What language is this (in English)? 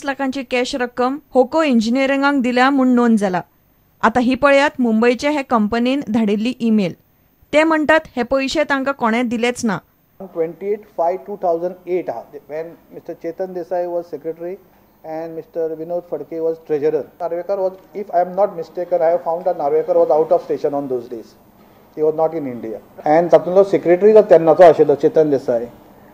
Konkani